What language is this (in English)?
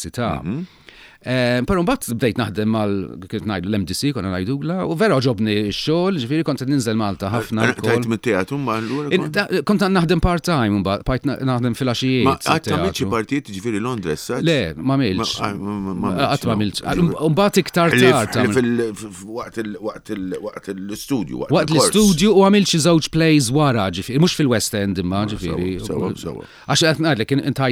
Maltese